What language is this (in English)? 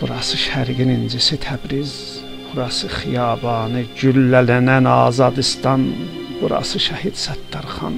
South Azerbaijani